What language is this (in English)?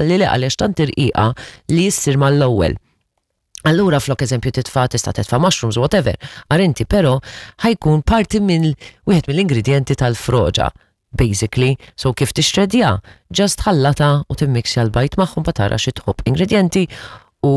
Maltese